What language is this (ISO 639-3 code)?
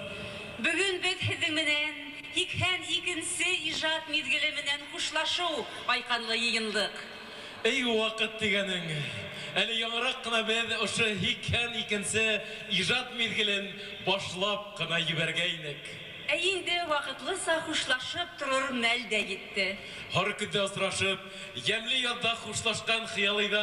bak